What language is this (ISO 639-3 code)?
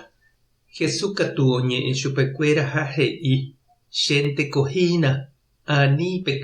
grn